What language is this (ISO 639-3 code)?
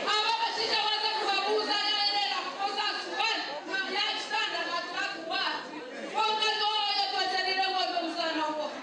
nyn